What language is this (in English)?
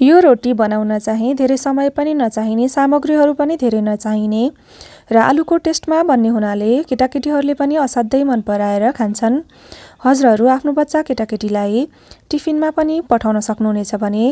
Nepali